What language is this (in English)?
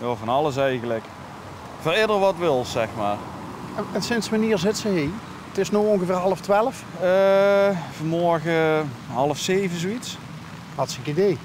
Limburgish